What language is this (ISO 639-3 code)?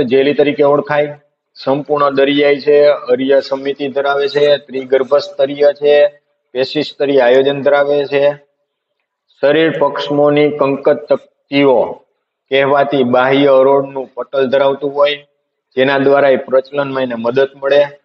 guj